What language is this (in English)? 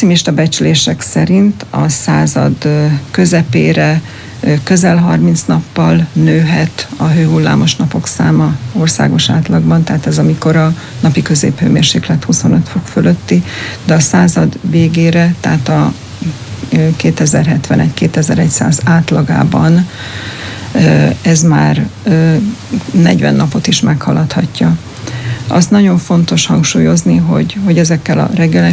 Hungarian